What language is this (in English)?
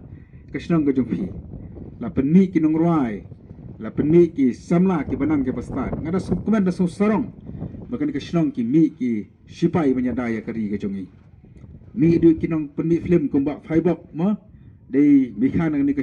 Khasi